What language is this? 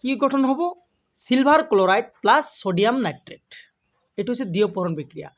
Assamese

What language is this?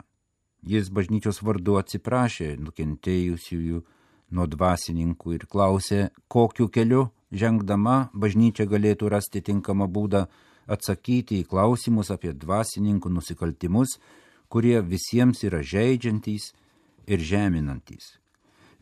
Lithuanian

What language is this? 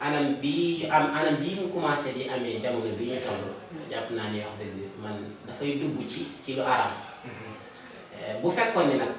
Wolof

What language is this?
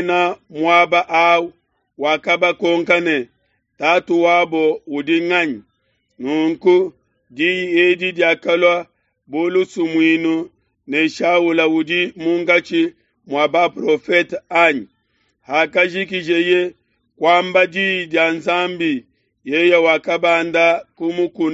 Luba-Lulua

